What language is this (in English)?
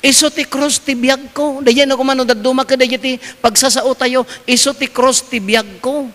Iloko